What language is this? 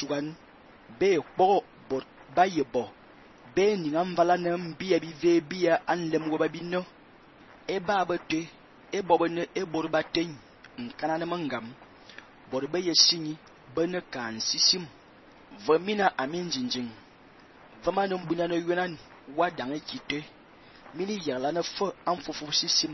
Fang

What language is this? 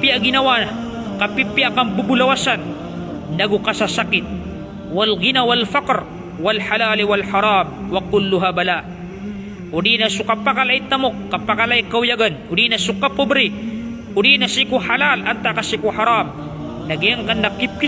Maranao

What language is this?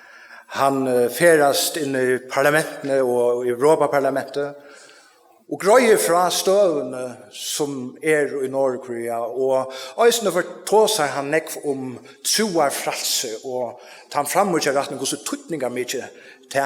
Faroese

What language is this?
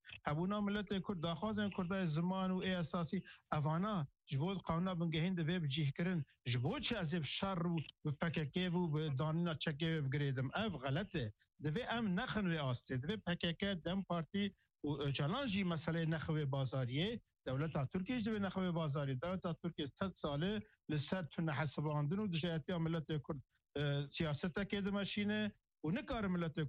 Kurdish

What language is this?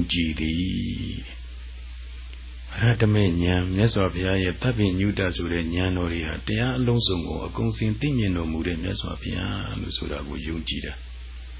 Burmese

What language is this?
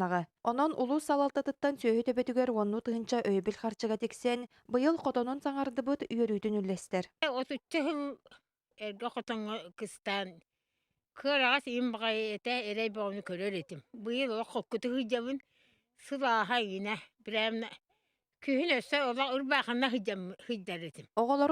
Yakut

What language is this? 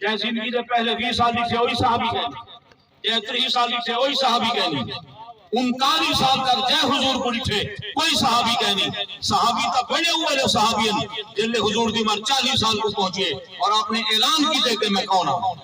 Saraiki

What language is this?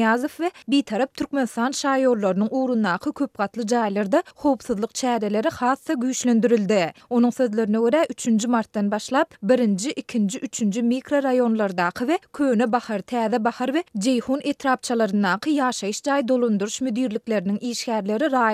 Turkmen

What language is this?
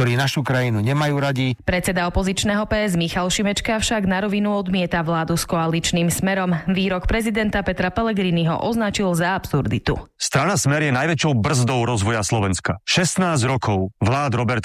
Slovak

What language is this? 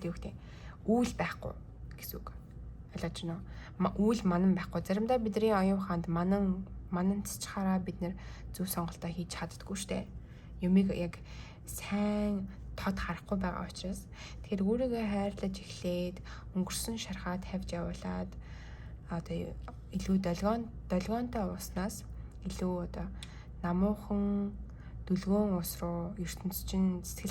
Mongolian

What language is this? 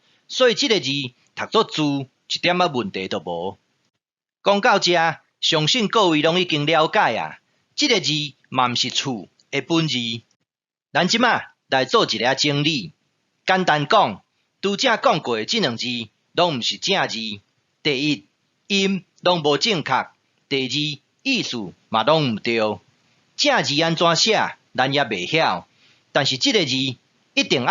Min Nan Chinese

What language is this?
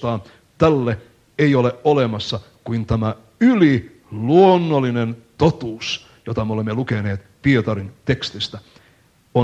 Finnish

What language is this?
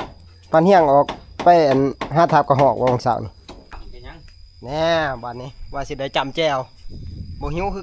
Northeastern Thai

